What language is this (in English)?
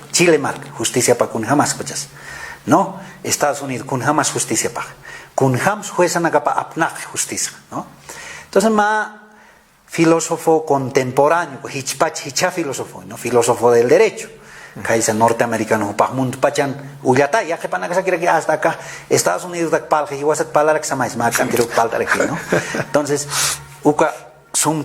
Aymara